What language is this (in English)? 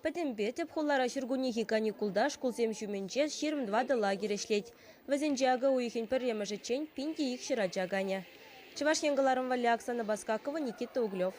Chuvash